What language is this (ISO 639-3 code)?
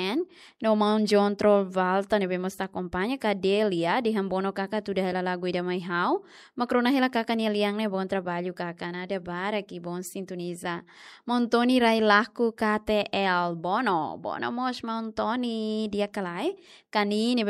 tet